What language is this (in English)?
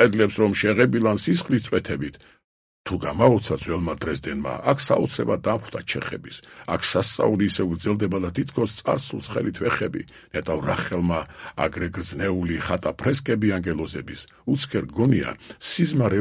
Georgian